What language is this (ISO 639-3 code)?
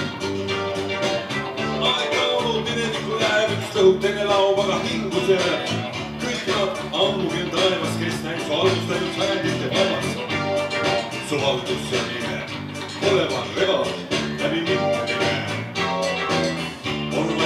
est